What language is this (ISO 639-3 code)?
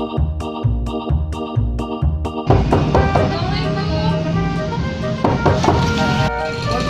min